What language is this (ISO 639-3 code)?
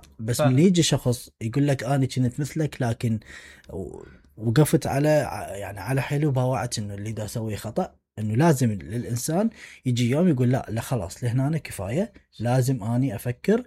acm